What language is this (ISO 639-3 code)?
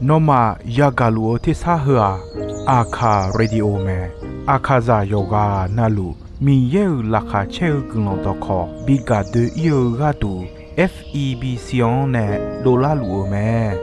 ahk